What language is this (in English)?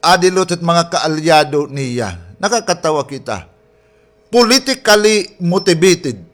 Waray